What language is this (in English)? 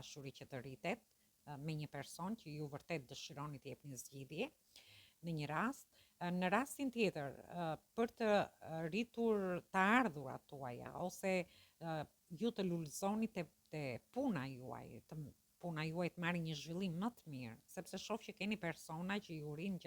Albanian